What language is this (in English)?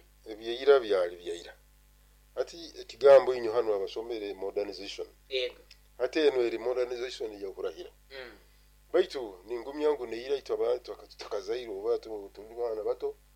Nyoro